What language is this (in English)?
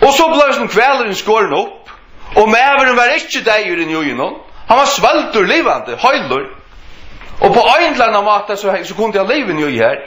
Faroese